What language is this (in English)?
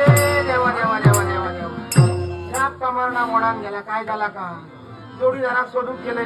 Konkani